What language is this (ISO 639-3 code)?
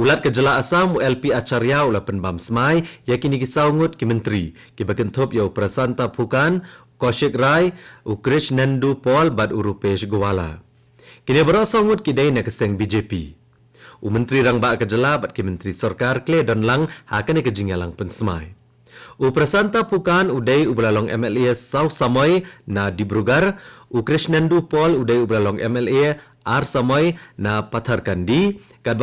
kha